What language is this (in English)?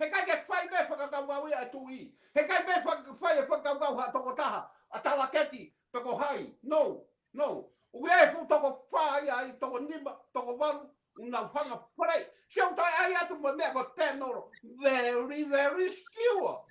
Tongan